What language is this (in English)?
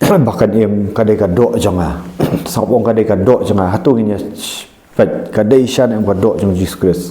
Khasi